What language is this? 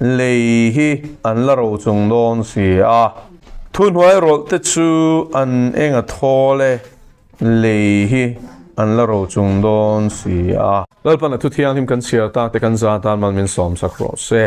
Mizo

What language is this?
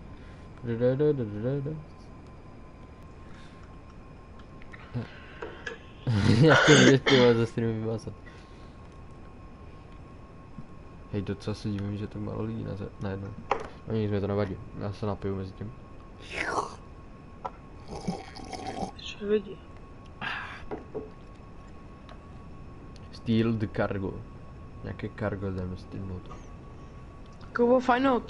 Czech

